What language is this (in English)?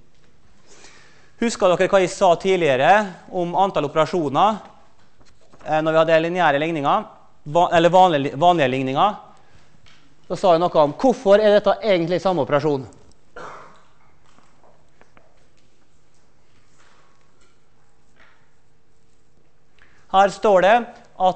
Norwegian